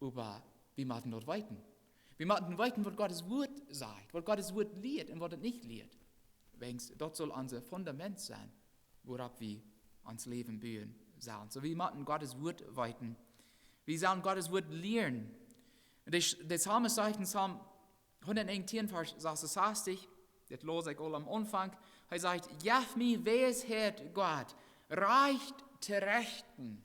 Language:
Plautdietsch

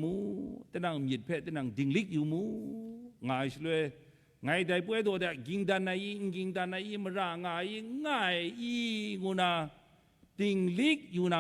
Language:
Kachin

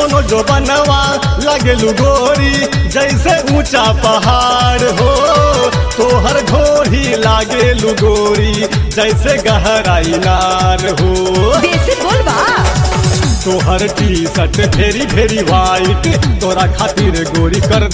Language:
Bhojpuri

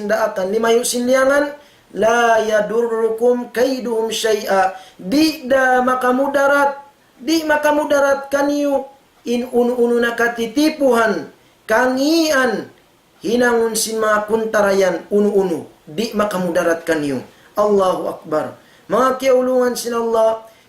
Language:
Tausug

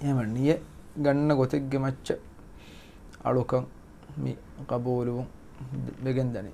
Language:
Divehi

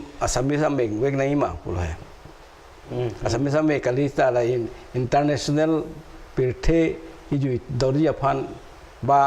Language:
Karbi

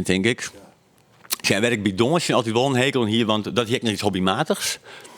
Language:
Western Frisian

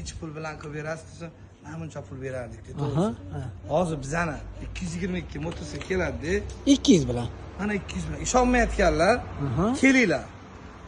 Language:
Uzbek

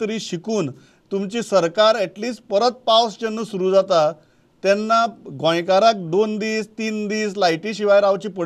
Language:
Konkani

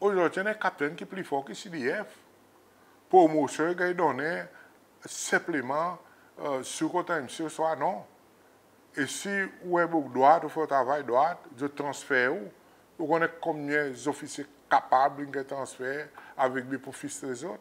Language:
Seselwa Creole French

